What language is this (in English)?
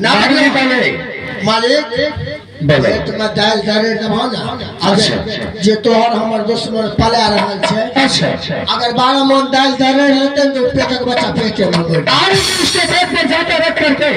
Maithili